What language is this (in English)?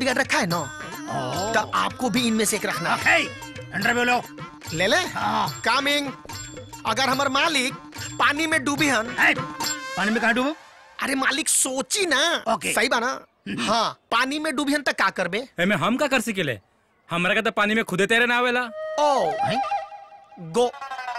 Bhojpuri